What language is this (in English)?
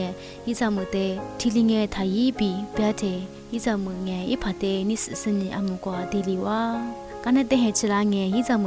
Lisu